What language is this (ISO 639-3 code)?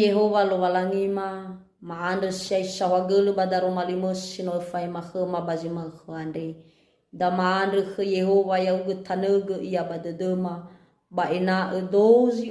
nia